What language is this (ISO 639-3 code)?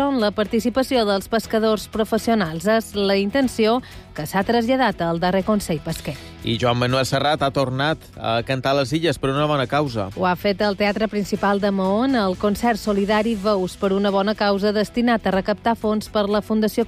cat